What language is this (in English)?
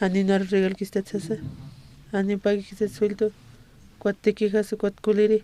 Aymara